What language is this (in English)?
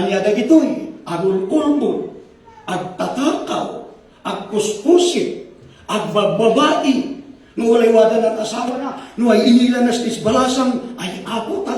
Iloko